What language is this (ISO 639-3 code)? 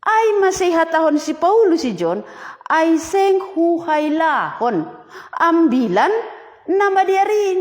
bts